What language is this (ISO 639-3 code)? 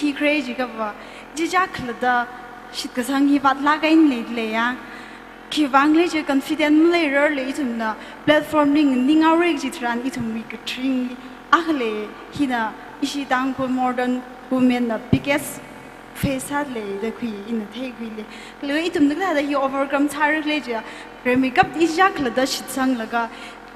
nmf